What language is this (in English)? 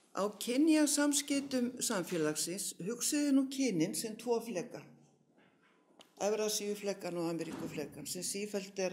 Icelandic